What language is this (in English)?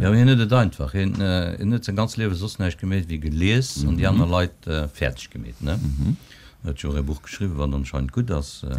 Luxembourgish